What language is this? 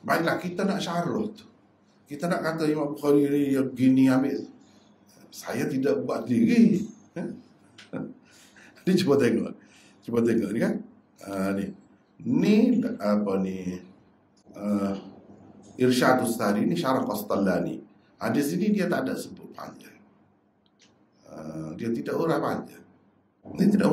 Malay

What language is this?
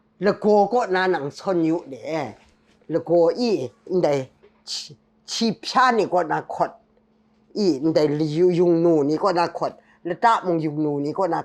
Kachin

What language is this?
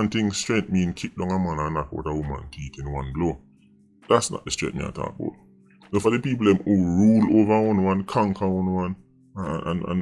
Jamaican Creole English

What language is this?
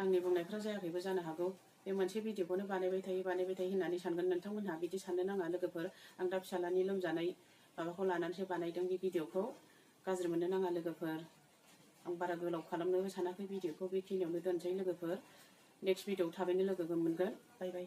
Bodo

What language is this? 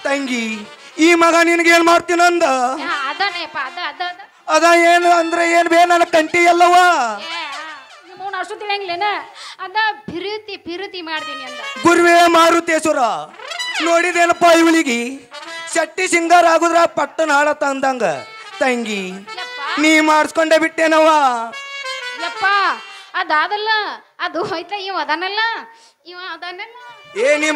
Kannada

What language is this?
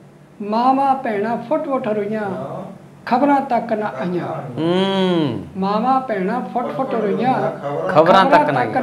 Punjabi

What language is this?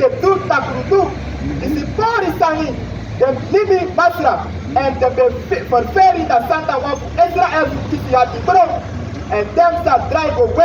Sranan Tongo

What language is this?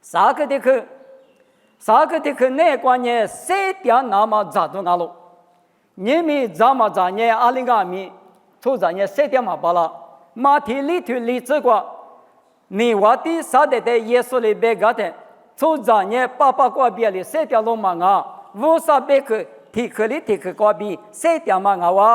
Lisu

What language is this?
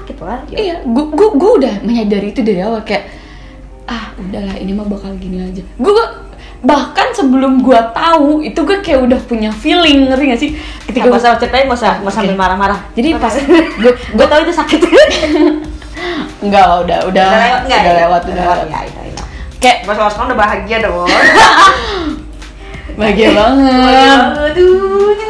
Indonesian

